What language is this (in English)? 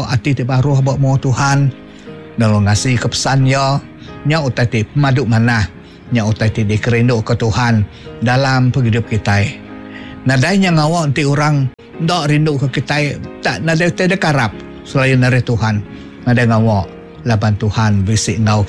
Iban